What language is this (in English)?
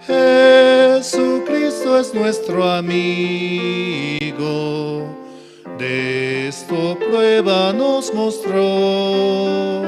South Bolivian Quechua